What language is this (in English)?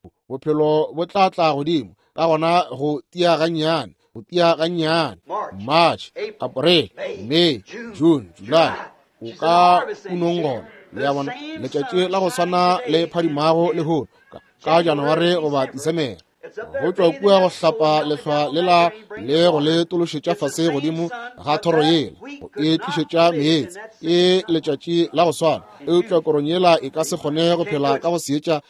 Northern Sotho